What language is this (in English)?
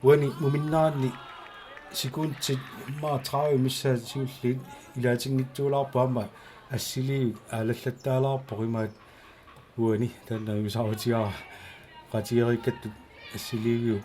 Kalaallisut